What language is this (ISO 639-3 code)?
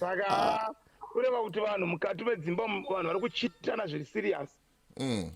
sna